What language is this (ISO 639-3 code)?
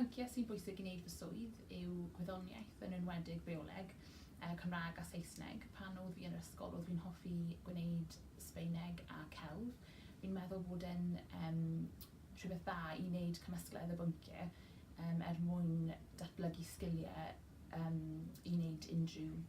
cym